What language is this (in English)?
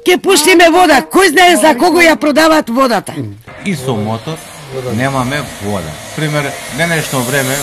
Macedonian